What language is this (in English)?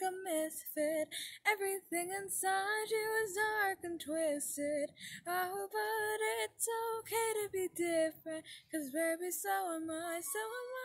English